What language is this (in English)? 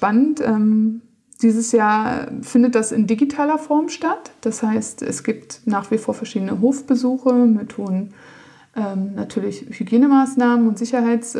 German